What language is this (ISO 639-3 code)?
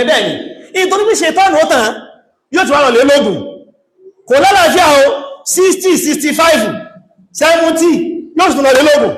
yor